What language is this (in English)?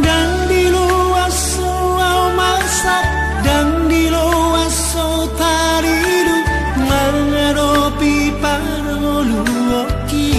Batak Simalungun